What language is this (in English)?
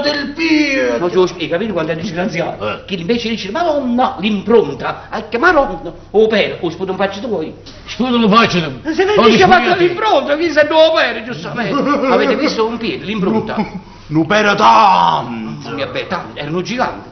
Neapolitan